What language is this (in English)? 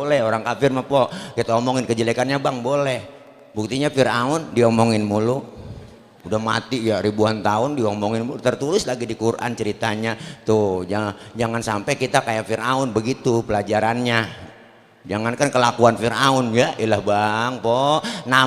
Betawi